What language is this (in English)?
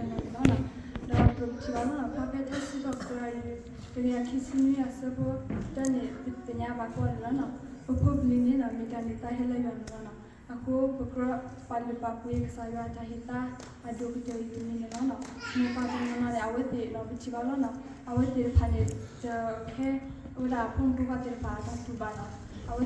S'gaw Karen